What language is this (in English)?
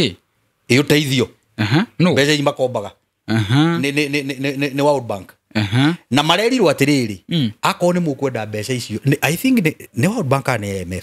Kikuyu